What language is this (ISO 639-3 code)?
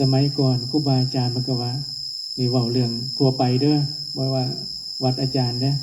tts